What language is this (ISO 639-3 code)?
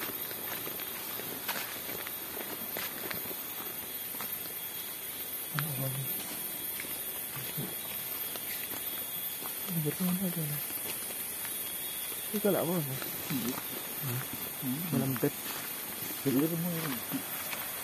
msa